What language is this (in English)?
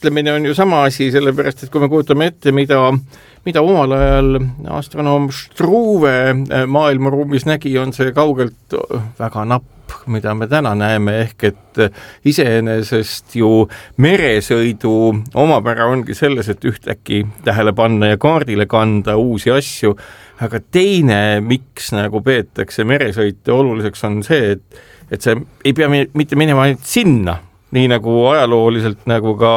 Estonian